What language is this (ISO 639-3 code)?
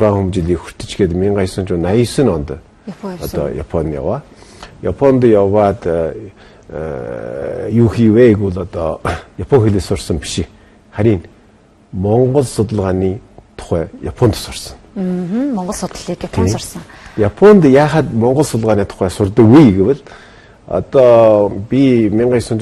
mon